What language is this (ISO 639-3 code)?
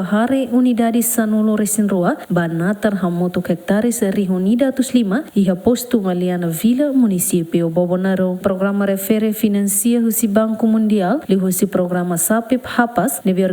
tet